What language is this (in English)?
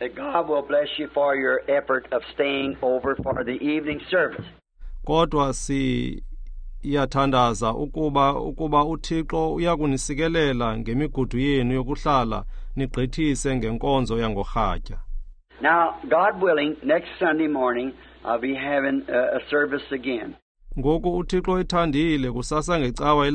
Xhosa